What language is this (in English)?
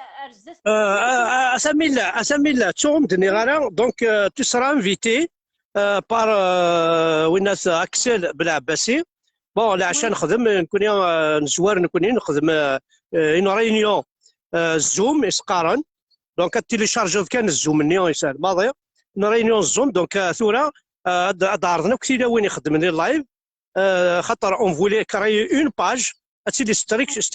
Kabyle